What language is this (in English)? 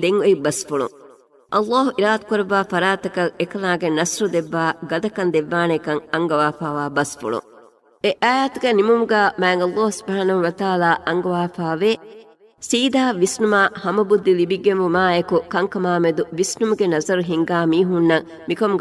Divehi